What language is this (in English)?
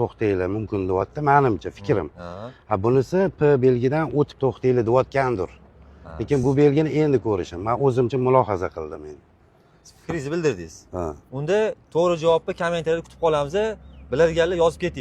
Uzbek